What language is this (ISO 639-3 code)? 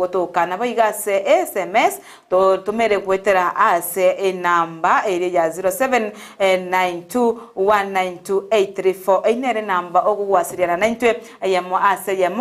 guz